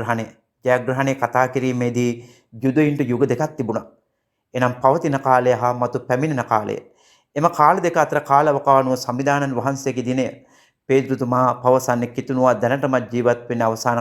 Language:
Sinhala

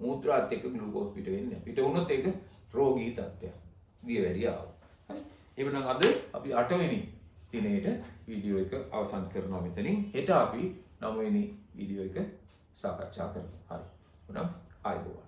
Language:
Sinhala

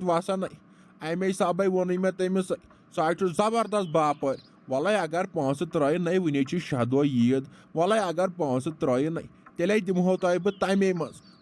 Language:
Kashmiri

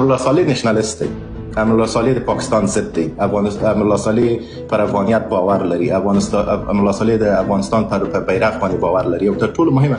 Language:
Pashto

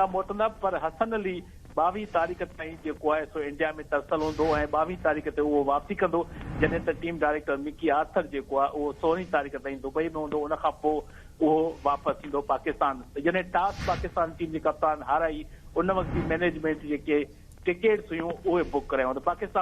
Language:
Sindhi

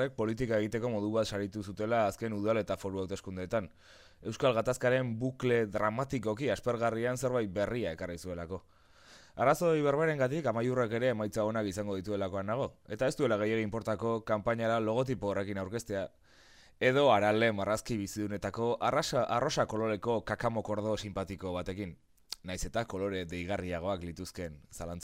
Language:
Basque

